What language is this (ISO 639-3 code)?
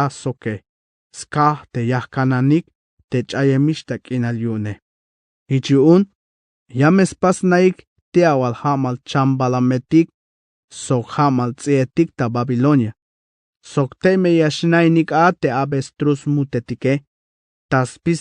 tzh